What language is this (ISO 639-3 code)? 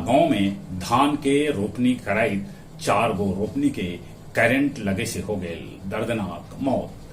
mag